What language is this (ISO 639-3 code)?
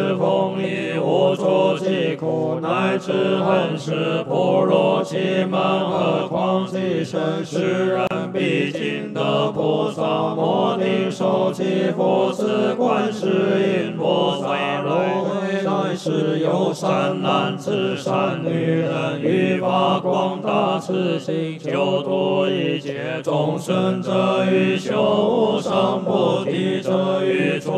zho